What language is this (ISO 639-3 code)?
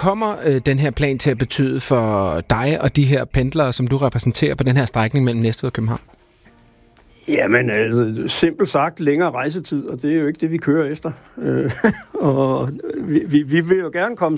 dan